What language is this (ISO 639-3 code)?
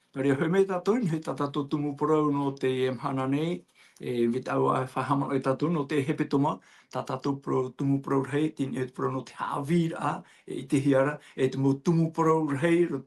tah